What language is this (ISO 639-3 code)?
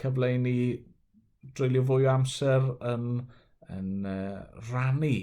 cym